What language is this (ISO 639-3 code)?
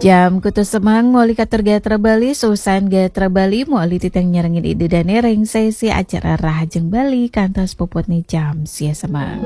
ban